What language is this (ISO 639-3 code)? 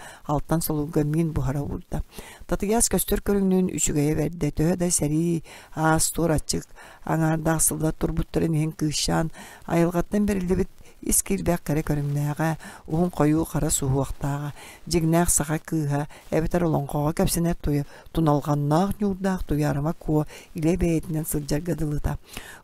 sah